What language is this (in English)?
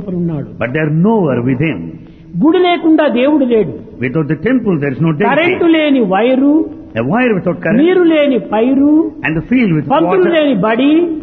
Telugu